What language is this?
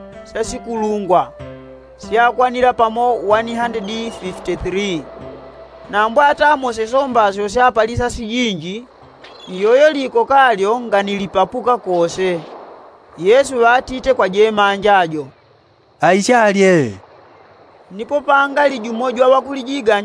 Yao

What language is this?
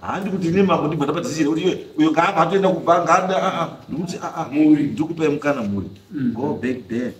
Shona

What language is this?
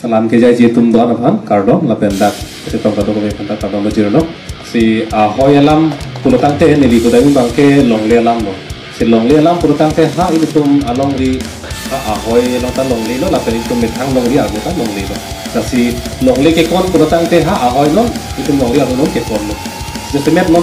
Karbi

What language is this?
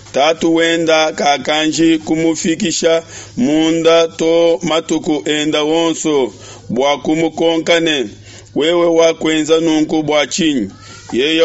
Luba-Lulua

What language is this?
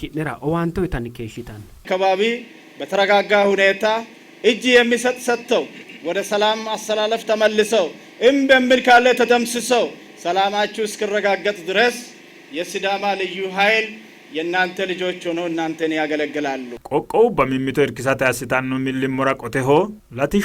Sidamo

